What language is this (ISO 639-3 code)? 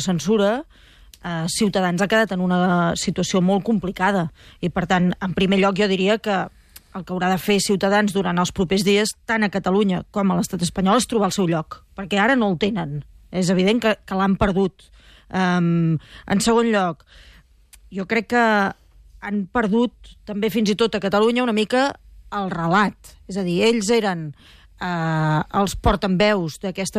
cat